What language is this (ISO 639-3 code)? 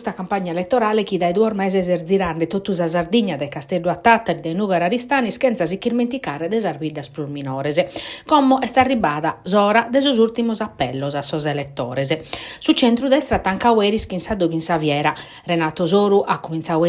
srd